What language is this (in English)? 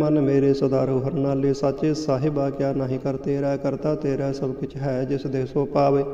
Punjabi